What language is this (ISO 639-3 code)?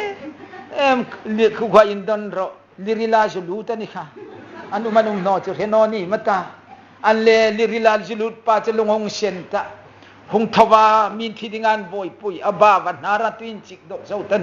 hmr